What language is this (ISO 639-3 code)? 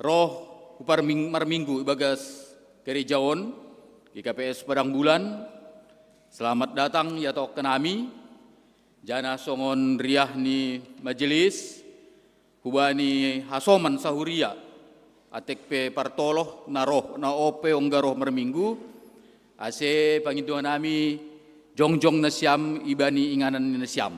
bts